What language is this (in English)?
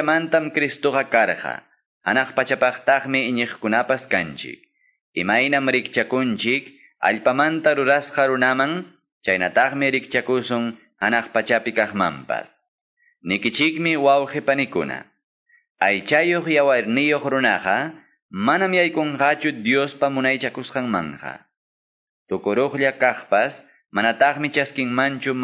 Quechua